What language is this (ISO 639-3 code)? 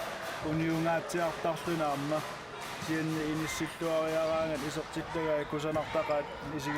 kal